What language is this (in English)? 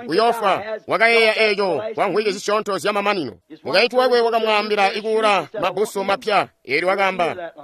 Tonga (Zambia)